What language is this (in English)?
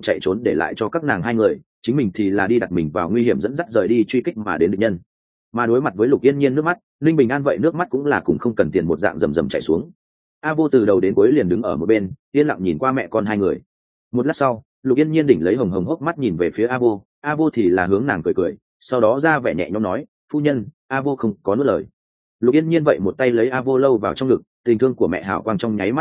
Vietnamese